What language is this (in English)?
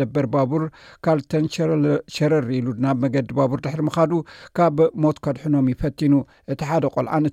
Tigrinya